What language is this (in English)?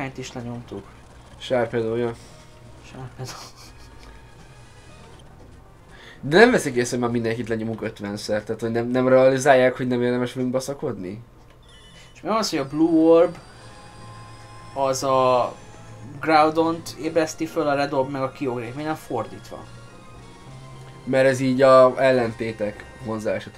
Hungarian